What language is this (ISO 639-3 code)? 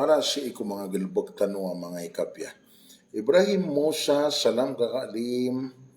mrw